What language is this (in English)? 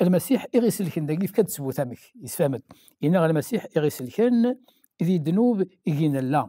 Kabyle